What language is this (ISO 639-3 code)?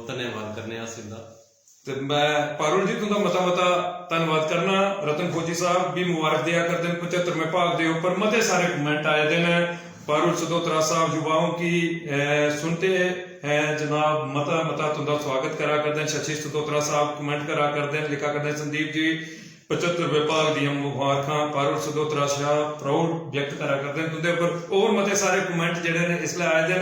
doi